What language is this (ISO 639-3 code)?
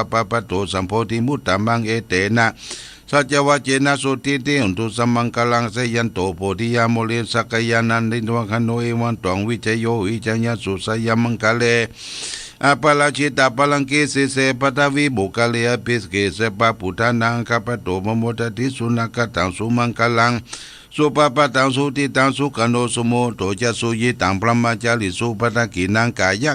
pli